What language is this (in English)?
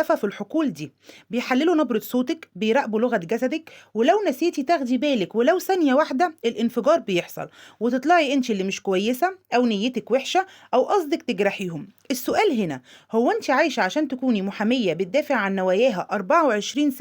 Egyptian Arabic